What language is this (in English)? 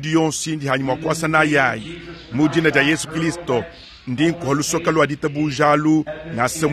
Luba-Lulua